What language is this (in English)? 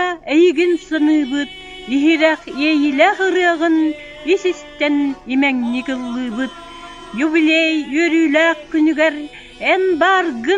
Yakut